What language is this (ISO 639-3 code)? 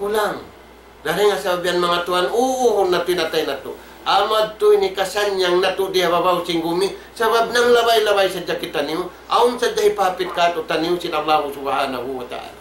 tsg